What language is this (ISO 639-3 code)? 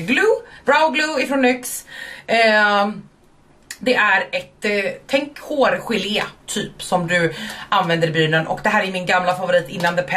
swe